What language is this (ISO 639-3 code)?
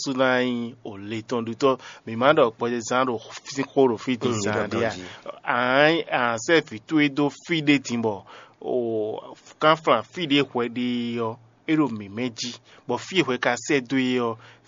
fon